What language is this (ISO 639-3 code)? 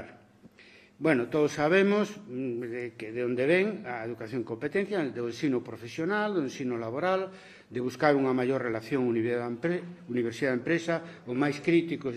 glg